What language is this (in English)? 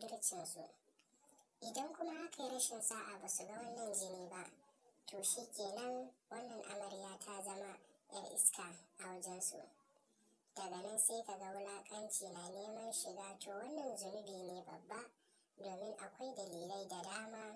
Hausa